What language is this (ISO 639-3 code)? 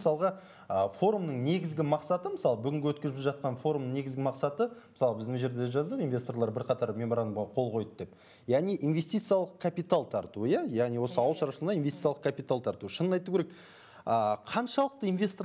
kaz